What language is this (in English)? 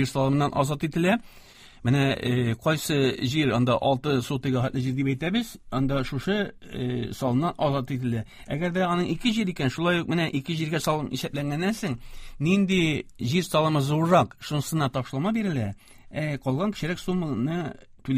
Tatar